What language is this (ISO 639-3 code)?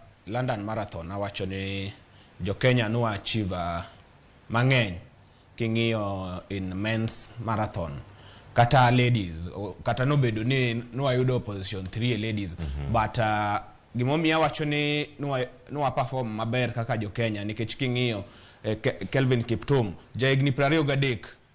luo